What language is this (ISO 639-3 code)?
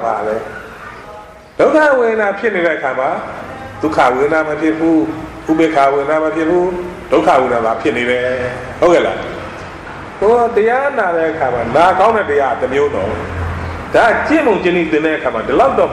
mya